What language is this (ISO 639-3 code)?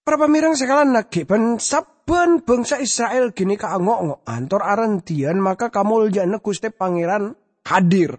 mad